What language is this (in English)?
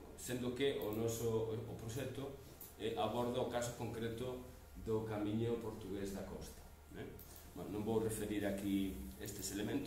Galician